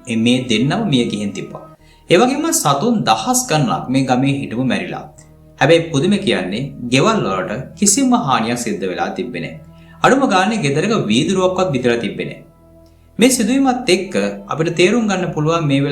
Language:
Sinhala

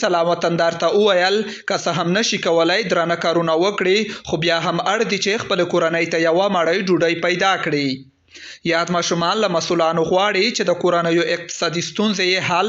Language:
Pashto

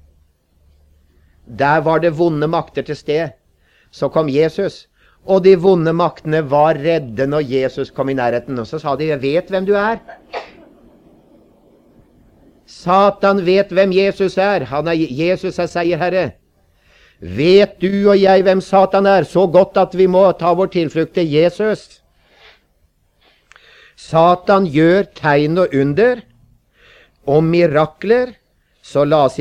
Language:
Norwegian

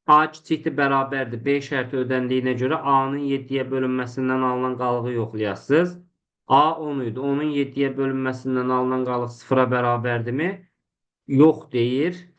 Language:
Azerbaijani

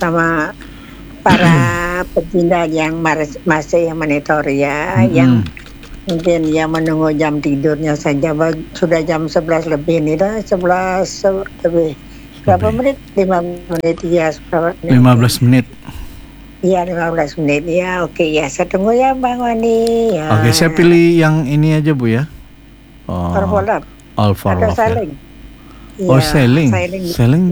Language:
Indonesian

